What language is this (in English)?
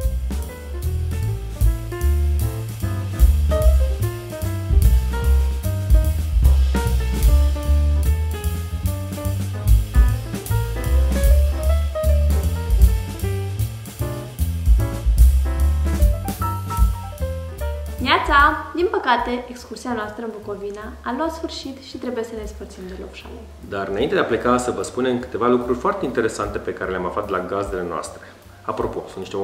Romanian